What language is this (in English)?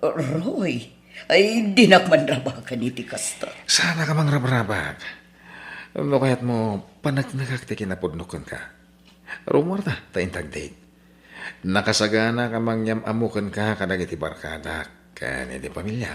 Iloko